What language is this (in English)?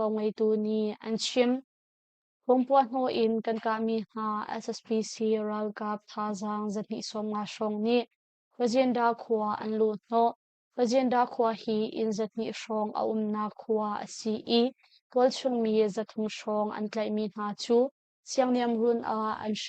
Hakha Chin